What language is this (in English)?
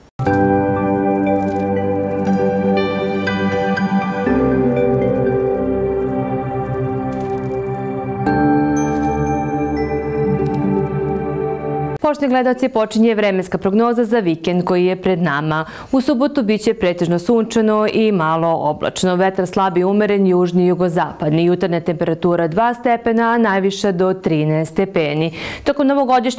Serbian